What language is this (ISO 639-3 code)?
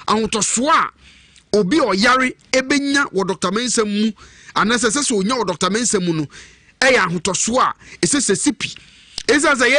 aka